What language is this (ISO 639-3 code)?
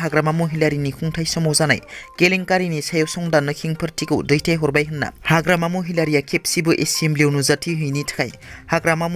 brx